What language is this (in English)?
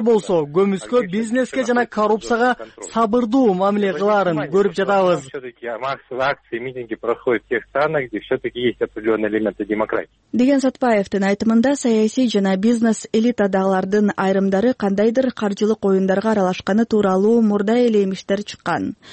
Kyrgyz